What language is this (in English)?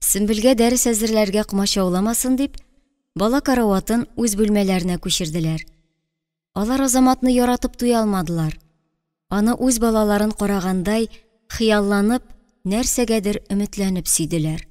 Tatar